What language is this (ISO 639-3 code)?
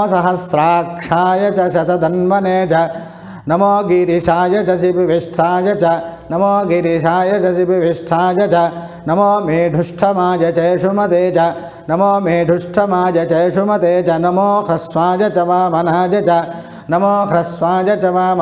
san